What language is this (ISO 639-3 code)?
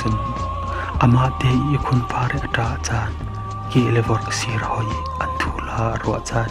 cfm